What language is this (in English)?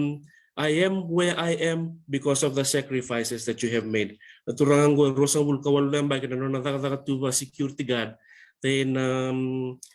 Fijian